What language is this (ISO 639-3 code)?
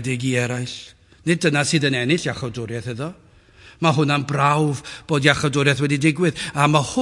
cym